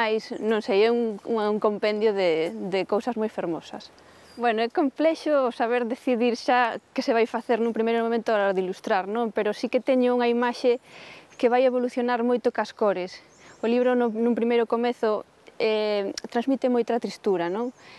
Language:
Galician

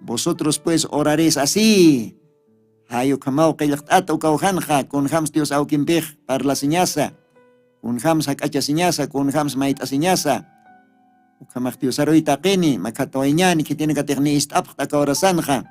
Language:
Aymara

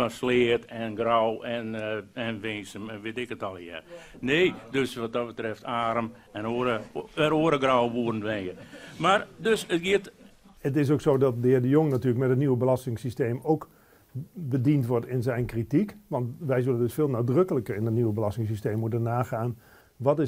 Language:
Western Frisian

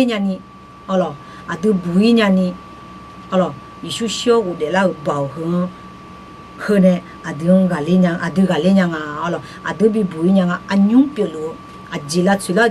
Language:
Akha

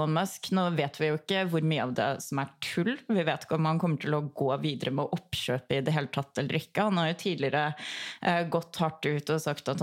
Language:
Norwegian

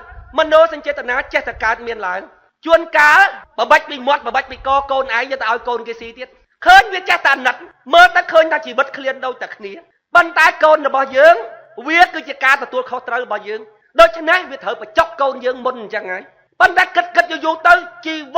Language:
Khmer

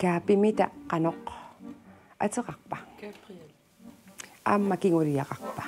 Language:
Kalaallisut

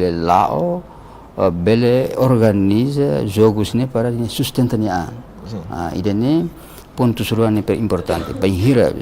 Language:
Tetum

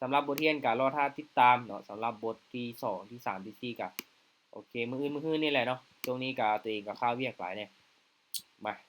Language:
Lao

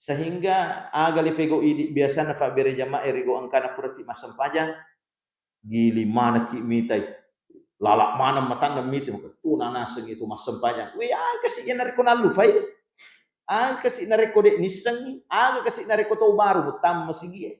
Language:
Buginese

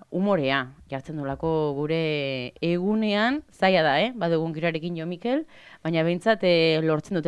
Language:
Basque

